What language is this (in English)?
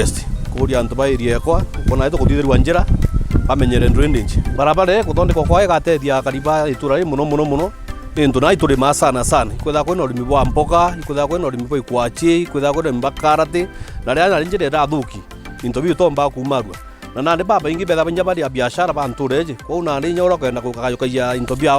Meru